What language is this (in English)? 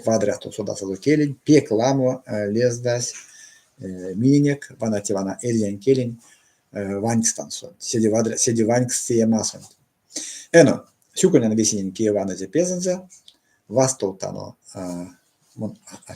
Erzya